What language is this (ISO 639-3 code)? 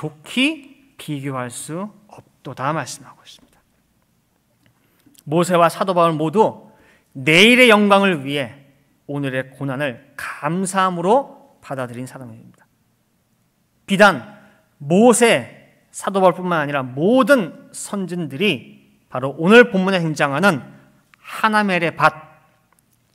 kor